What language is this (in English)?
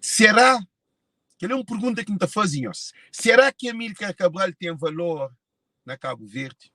Kabuverdianu